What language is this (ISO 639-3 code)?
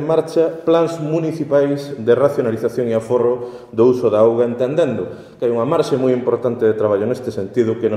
glg